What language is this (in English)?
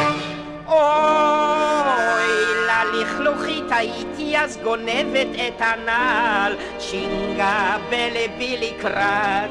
Hebrew